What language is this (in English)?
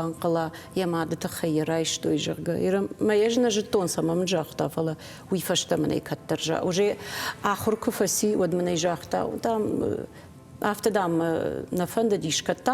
Ossetic